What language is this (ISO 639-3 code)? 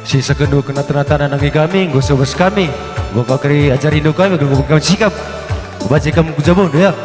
btx